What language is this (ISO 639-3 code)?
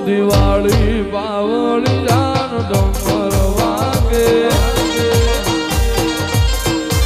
guj